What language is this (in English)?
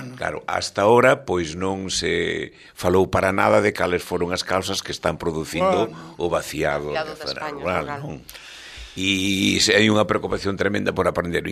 Galician